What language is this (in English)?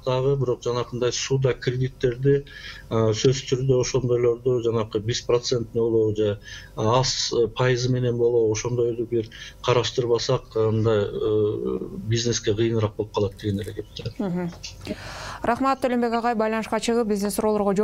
Kyrgyz